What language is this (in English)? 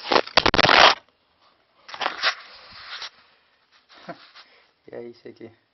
Estonian